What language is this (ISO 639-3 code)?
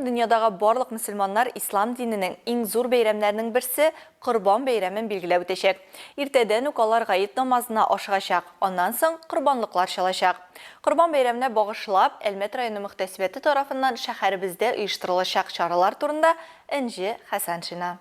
tat